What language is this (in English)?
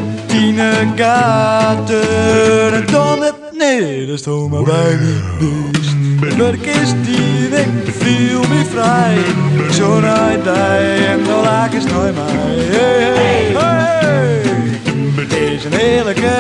Western Frisian